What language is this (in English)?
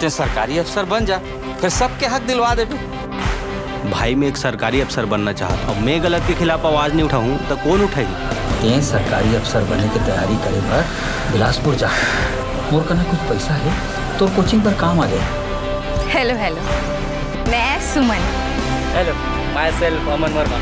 Chhattisgarhi